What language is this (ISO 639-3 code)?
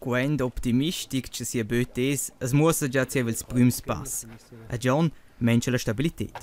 roh